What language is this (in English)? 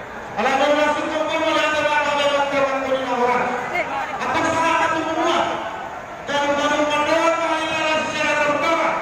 Batak Toba